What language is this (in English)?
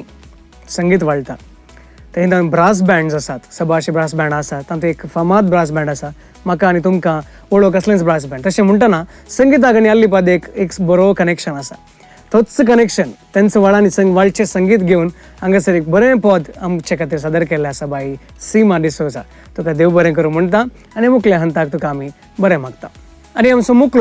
Konkani